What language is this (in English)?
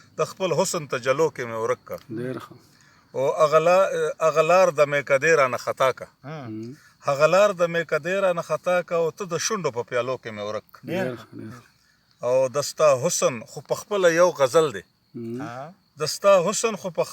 Pashto